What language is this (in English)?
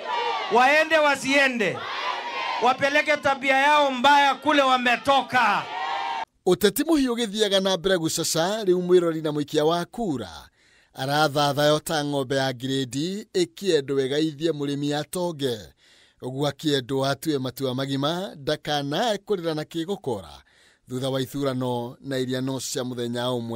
Kikuyu